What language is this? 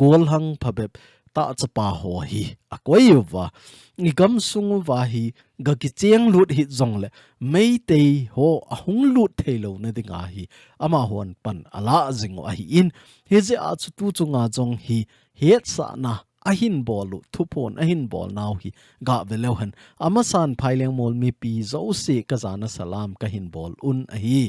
Thado Chin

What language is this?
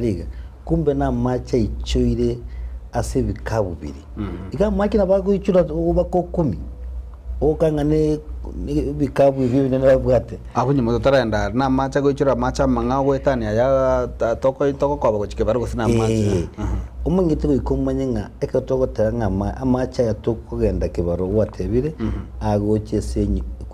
Gusii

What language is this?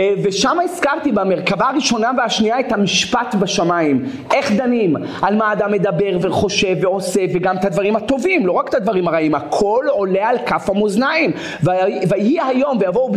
Hebrew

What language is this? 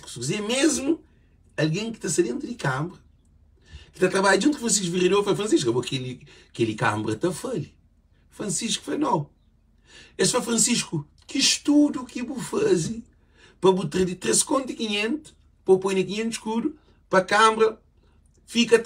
Kabuverdianu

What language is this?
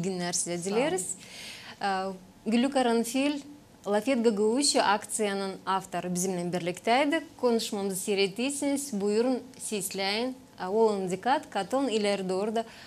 Gagauz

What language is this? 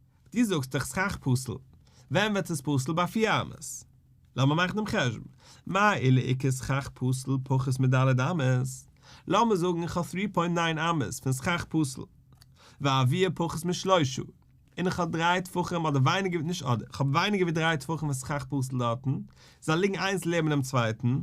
Yiddish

